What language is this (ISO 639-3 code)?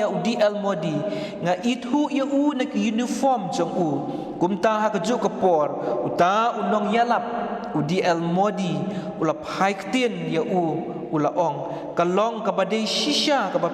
kha